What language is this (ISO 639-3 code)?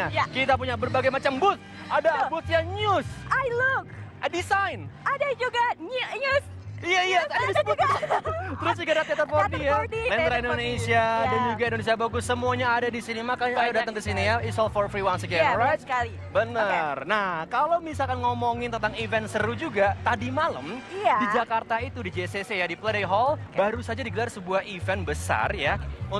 ind